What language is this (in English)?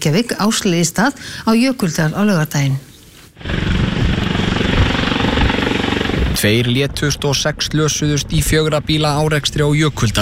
Icelandic